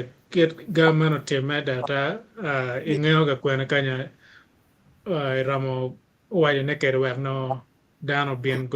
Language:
Acoli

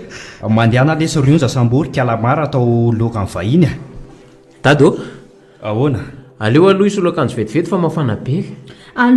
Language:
Malagasy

